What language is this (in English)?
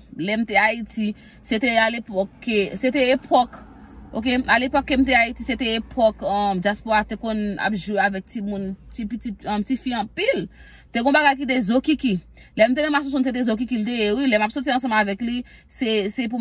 Haitian Creole